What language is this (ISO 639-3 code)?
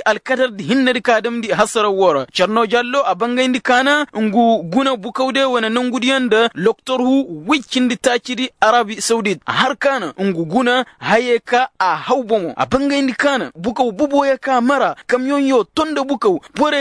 ses